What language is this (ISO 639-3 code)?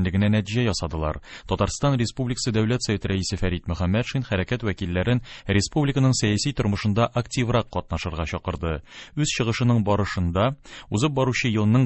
tat